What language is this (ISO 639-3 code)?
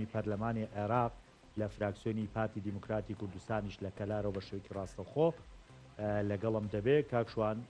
ckb